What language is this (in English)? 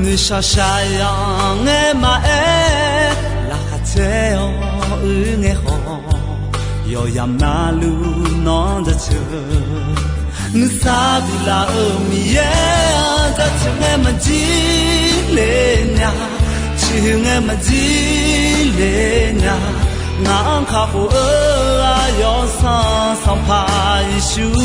Akha